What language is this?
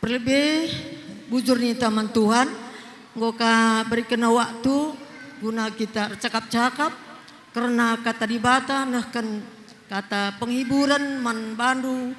Batak Karo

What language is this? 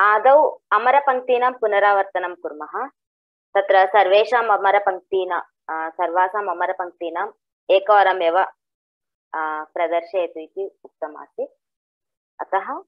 Sanskrit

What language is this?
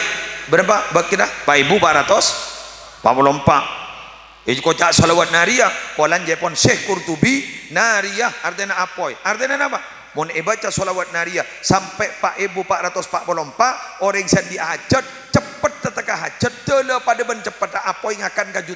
Madurese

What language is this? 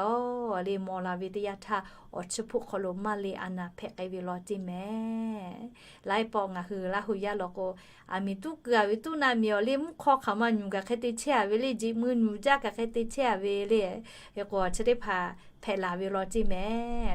Lahu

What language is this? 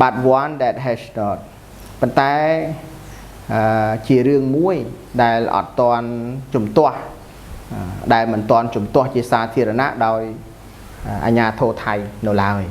Khmer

